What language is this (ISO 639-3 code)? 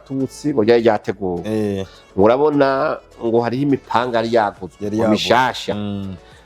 run